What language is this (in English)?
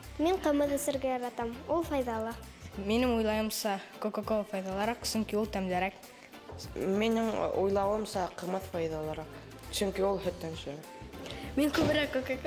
Bashkir